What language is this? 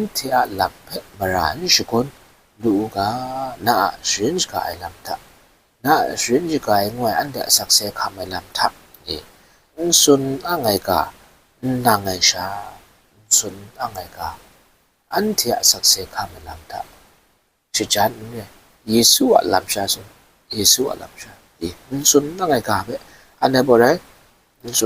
Kachin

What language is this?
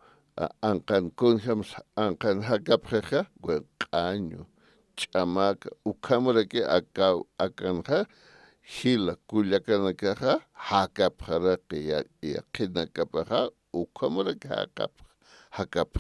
Aymara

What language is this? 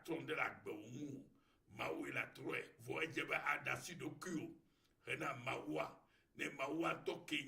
Ewe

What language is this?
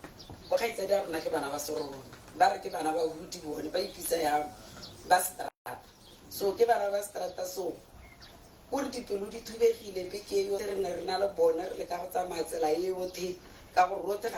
Tswana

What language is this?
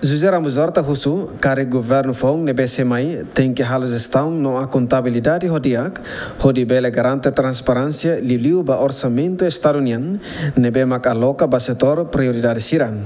Tetum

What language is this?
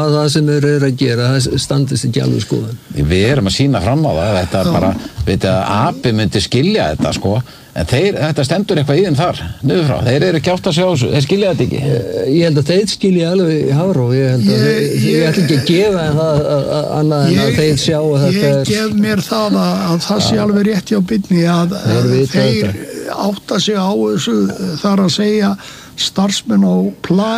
Icelandic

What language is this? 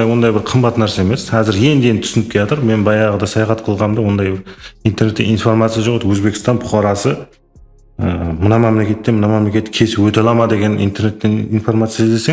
Kara-Kalpak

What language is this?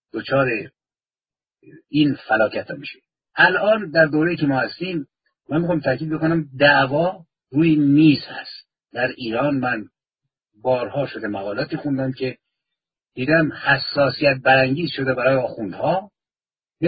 Persian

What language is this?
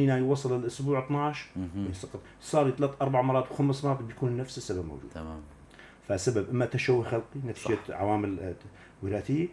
North Levantine Arabic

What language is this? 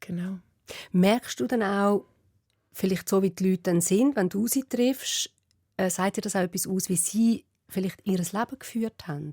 Swiss German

